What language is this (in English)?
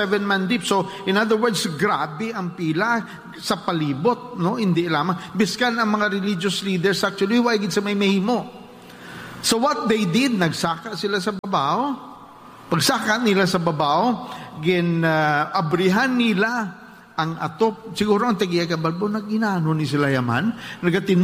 Hiligaynon